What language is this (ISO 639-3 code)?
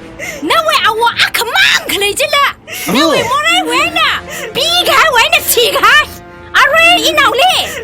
nmf